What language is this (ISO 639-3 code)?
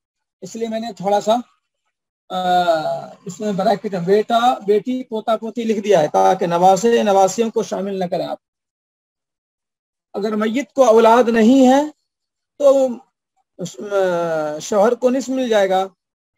urd